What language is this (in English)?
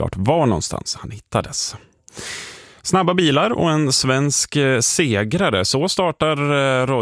Swedish